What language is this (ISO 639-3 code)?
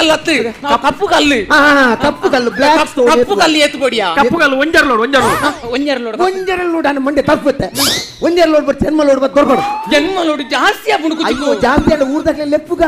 tcy